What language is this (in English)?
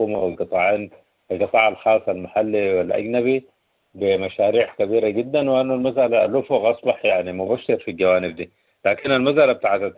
Sudanese Arabic